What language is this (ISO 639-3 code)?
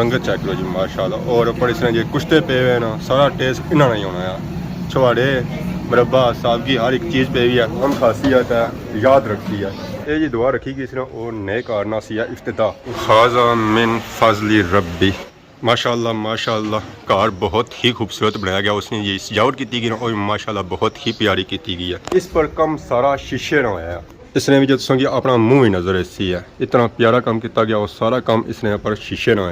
phr